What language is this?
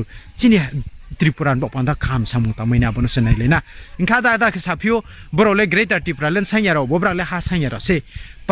Riang (India)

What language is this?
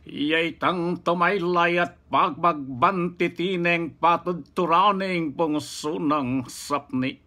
Pampanga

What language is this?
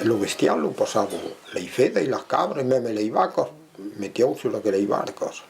Occitan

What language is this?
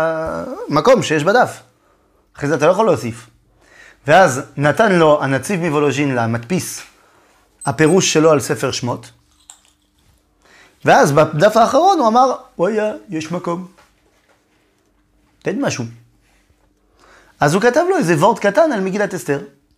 Hebrew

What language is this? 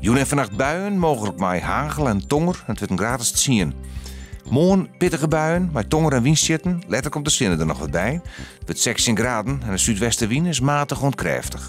Western Frisian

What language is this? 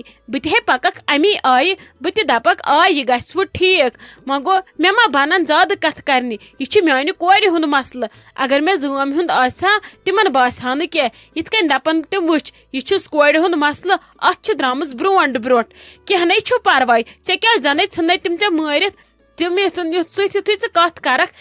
Kashmiri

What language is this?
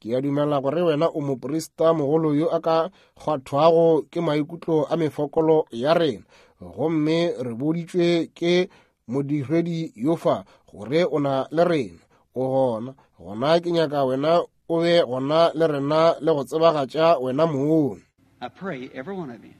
Northern Sotho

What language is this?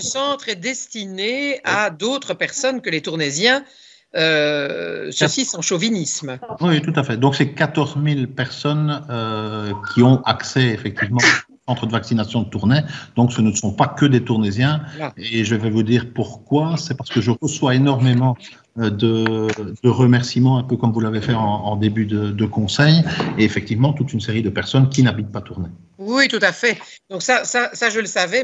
French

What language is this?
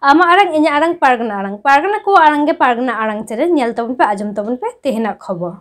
Santali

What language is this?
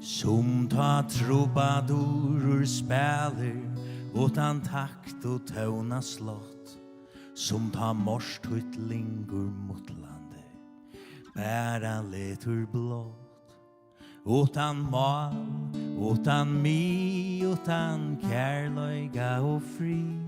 Faroese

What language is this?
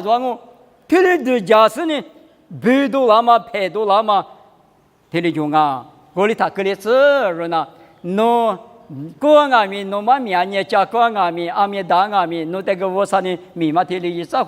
Lisu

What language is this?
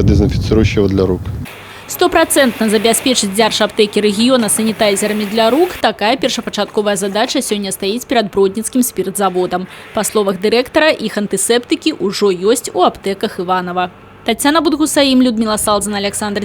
Belarusian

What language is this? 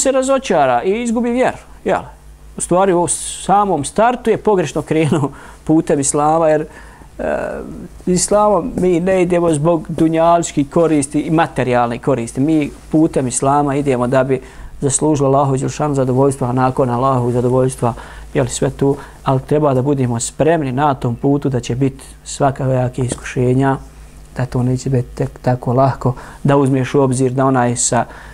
Bosnian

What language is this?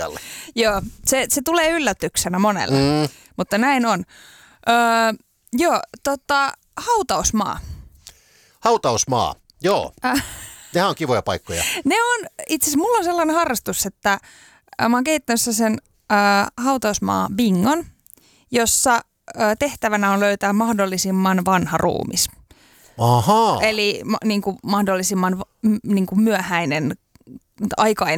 Finnish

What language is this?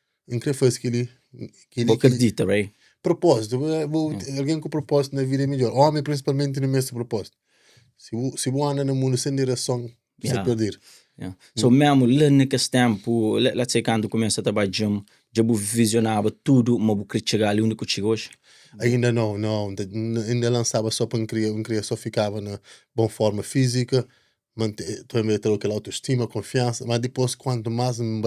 Kabuverdianu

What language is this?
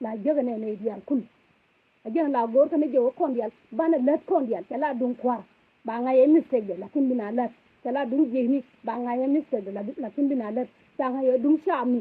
Nuer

